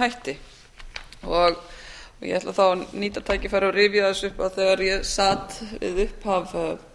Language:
Icelandic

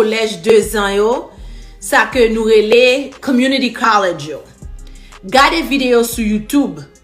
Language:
Haitian Creole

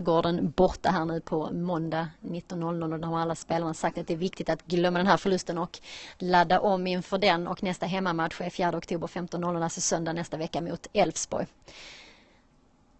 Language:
Swedish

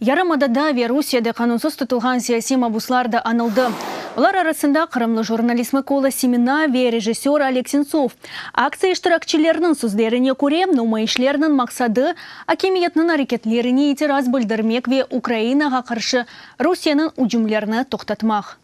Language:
Crimean Tatar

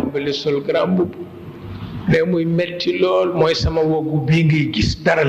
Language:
Wolof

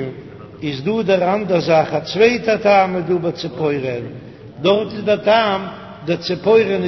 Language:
Yiddish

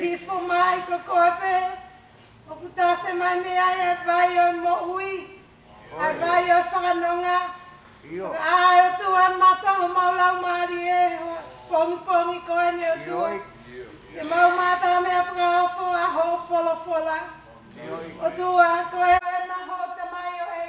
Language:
Tongan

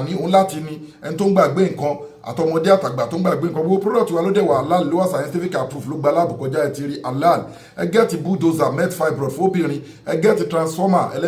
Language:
Yoruba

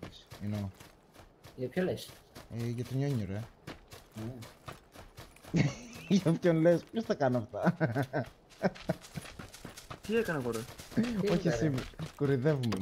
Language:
Greek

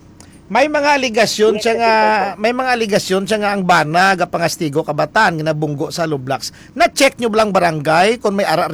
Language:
Hiligaynon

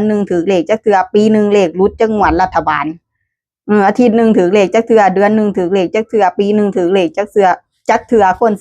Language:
Northeastern Thai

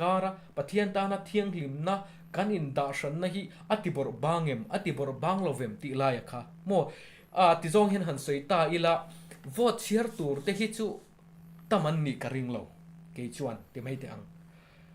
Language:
Mizo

